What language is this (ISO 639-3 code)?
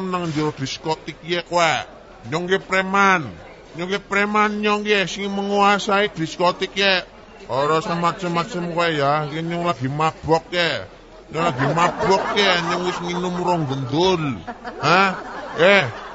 jav